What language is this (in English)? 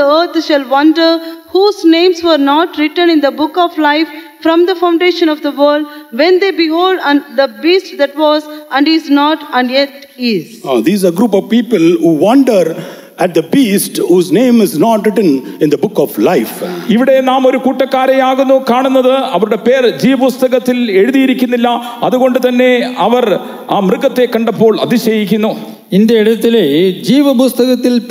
Malayalam